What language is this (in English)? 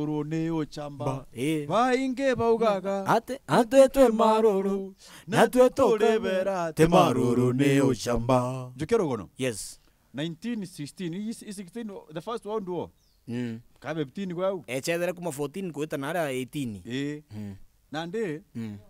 Meru